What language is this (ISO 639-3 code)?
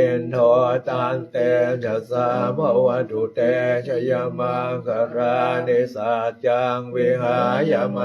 pli